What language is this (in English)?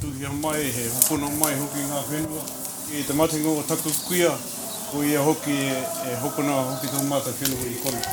Māori